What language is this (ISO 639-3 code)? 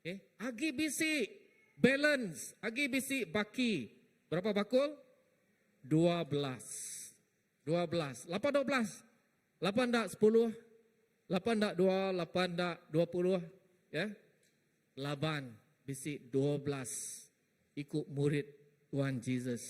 iba